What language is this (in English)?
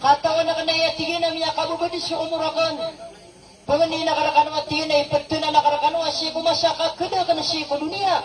Maranao